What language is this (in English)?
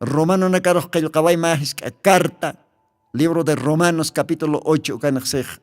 Aymara